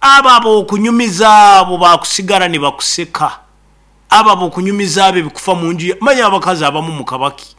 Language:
Nyankole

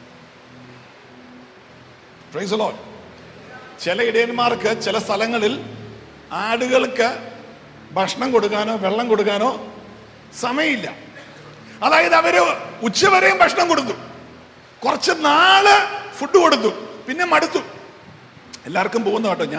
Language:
Malayalam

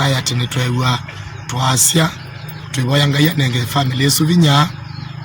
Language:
Kamba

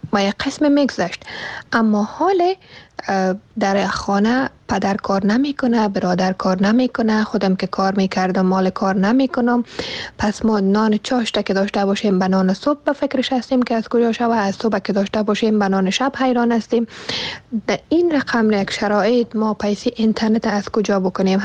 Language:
Persian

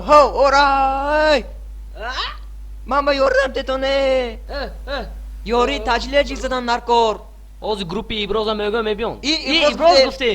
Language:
Tajik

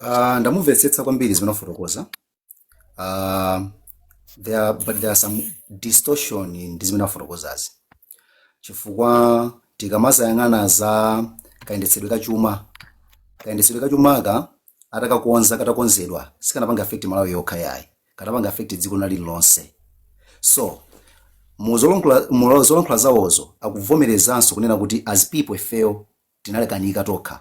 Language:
Nyanja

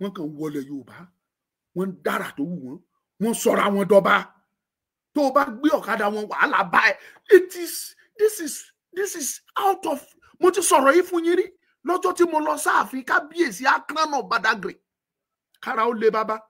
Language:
Yoruba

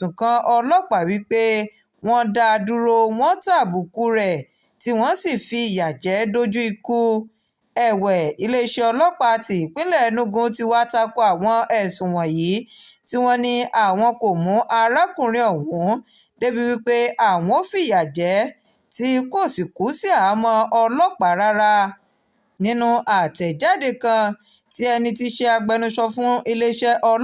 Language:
Yoruba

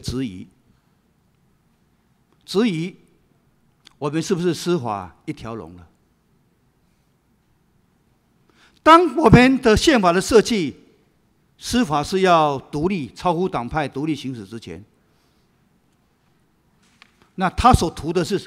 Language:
Chinese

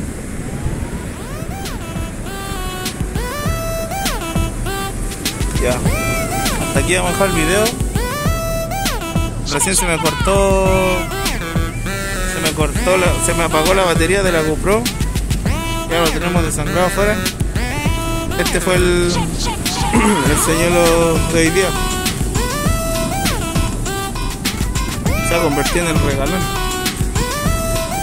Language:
Spanish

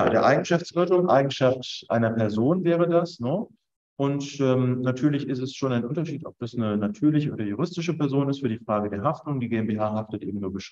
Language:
German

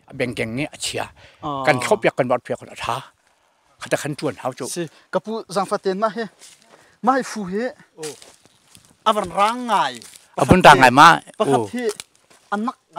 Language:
Hakha Chin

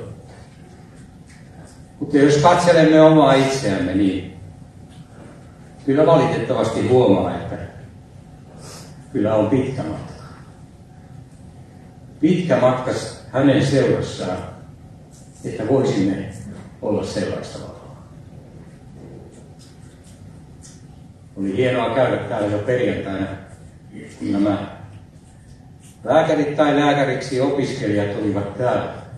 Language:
Finnish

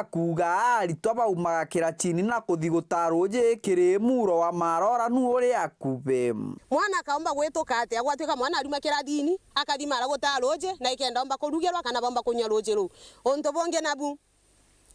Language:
Meru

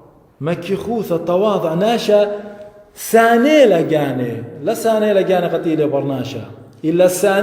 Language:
Assyrian Neo-Aramaic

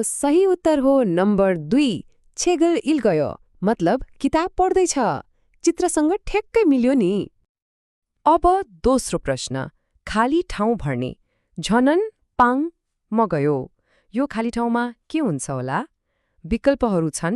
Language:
Nepali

